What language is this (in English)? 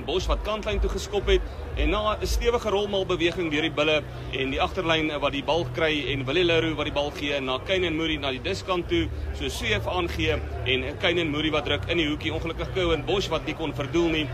Afrikaans